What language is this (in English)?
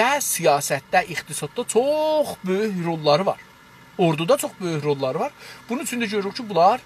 South Azerbaijani